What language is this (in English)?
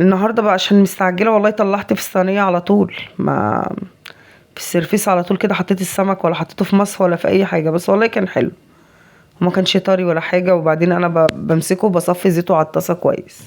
Egyptian Arabic